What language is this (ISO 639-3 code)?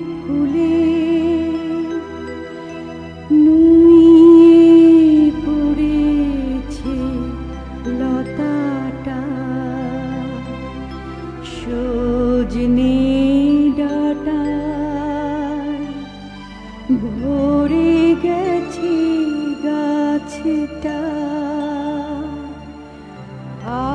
ben